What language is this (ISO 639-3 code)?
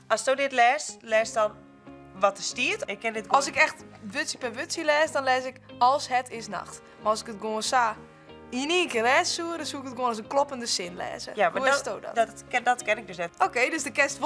fry